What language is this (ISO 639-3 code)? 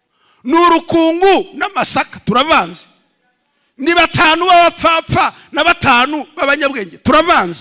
kin